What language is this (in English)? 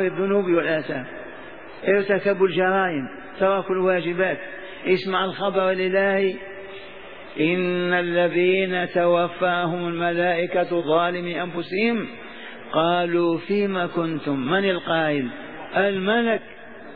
Arabic